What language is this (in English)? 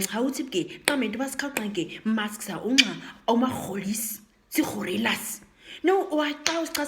Nama